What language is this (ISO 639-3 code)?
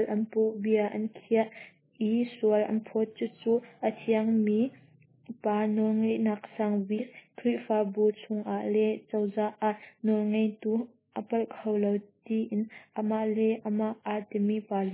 cnh